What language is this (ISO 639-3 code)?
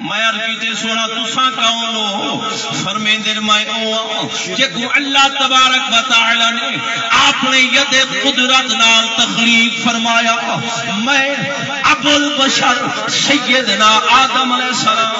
skr